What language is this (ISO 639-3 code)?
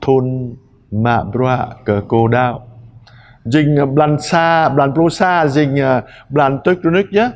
jra